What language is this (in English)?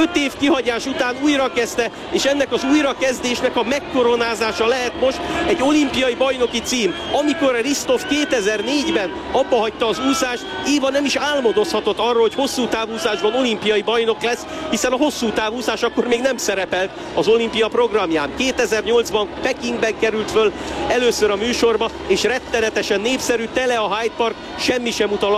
Hungarian